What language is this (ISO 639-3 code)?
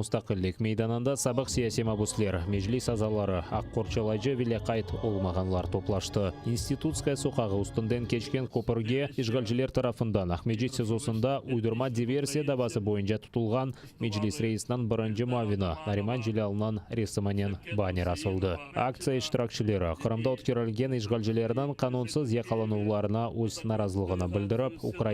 crh